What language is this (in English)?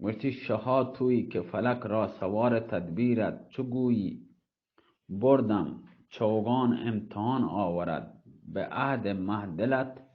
Baluchi